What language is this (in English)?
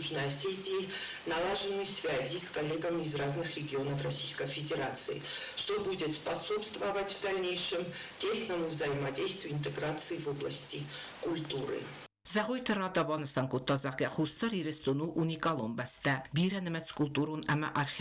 Ossetic